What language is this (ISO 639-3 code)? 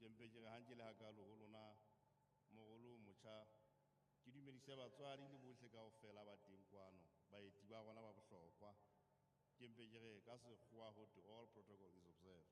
sot